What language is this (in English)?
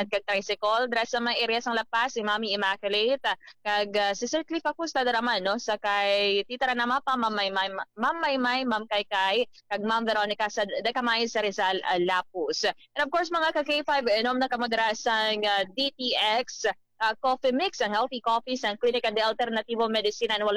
Hiligaynon